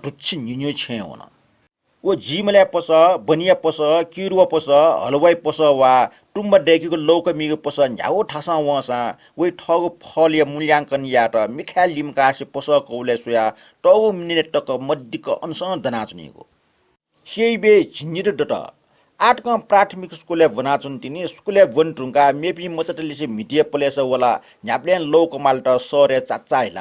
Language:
Newari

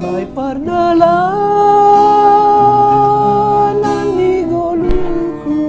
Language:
Batak Simalungun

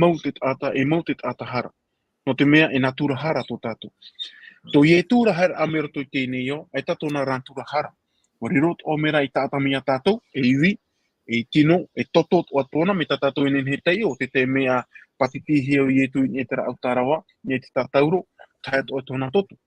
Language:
Tahitian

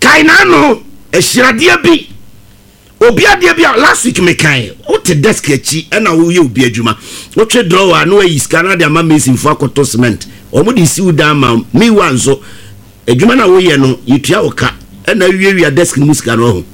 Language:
Akan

